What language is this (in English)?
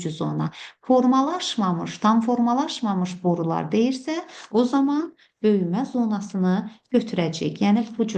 Azerbaijani